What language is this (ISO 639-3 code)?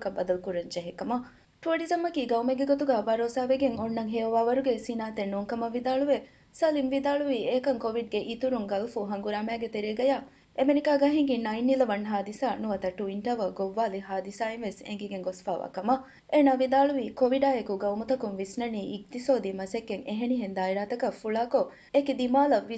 div